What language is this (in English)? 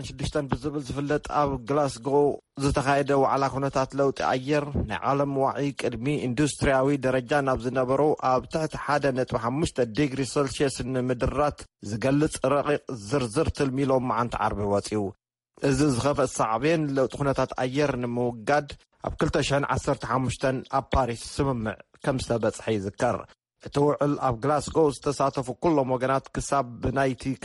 Tigrinya